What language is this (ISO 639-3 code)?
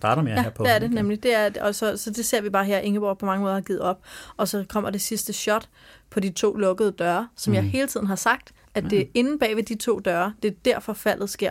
dan